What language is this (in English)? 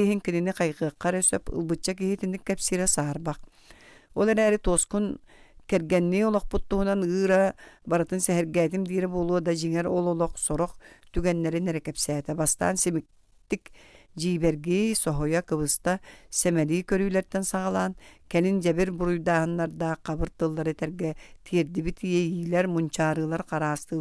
Yakut